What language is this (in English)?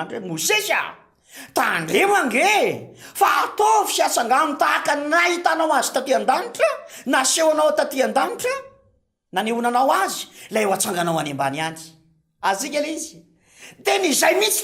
Malagasy